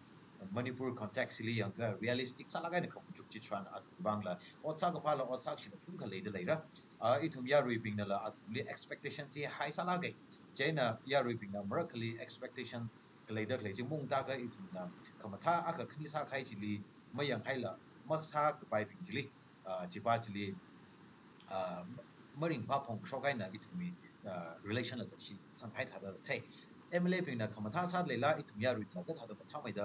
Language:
Tangkhul Naga (India)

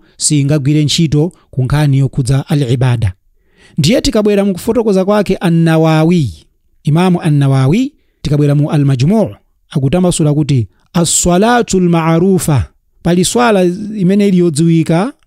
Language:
Nyanja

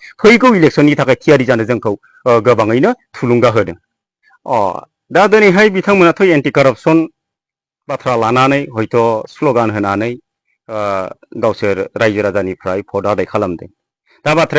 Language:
Bodo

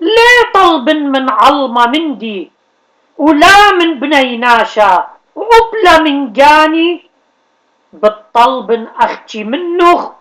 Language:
Assyrian Neo-Aramaic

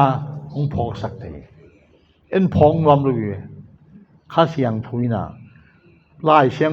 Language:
Tedim Chin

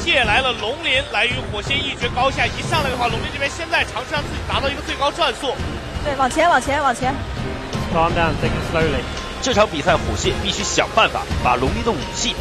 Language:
Chinese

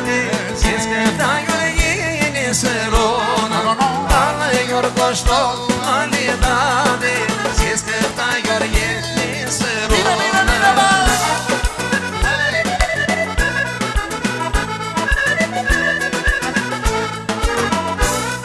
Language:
Romanian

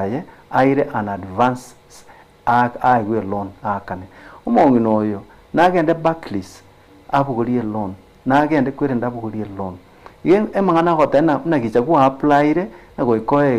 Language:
Gusii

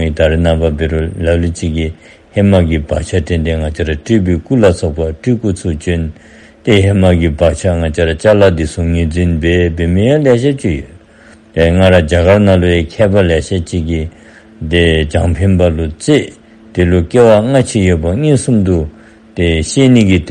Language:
Dzongkha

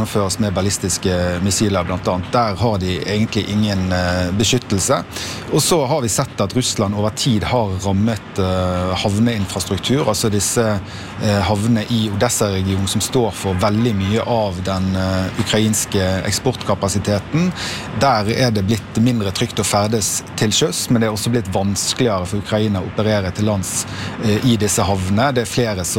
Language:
Norwegian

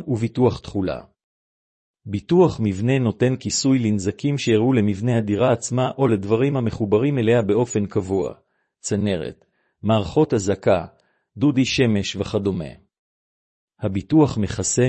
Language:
Hebrew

